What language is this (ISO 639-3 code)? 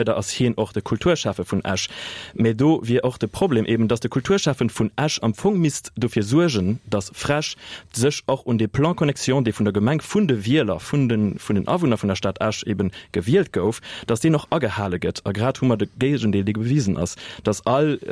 ltz